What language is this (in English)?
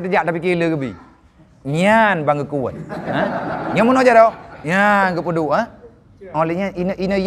Achinese